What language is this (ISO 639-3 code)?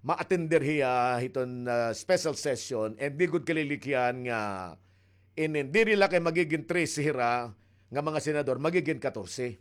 war